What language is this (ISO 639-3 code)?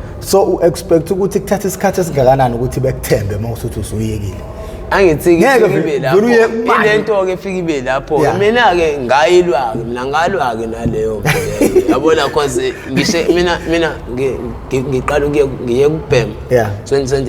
zul